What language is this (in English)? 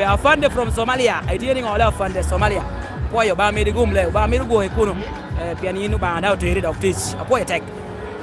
Lango (Uganda)